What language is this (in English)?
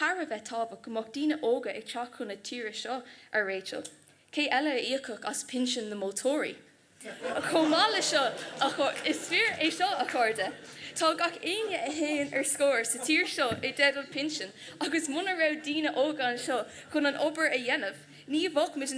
Irish